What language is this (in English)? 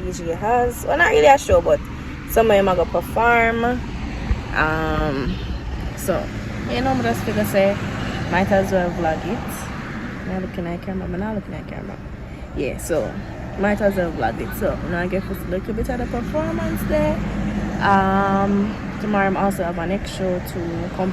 Jamaican Creole English